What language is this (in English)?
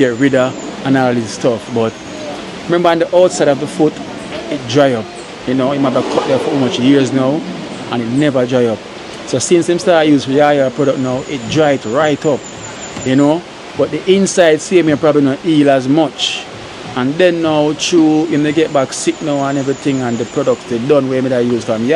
Jamaican Creole English